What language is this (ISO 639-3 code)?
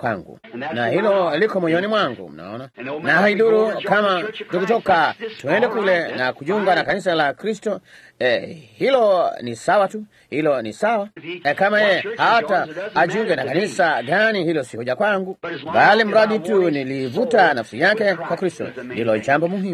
swa